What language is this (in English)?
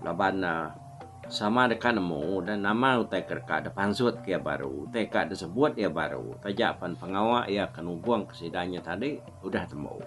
Iban